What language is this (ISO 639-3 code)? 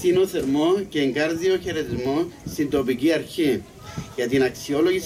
ell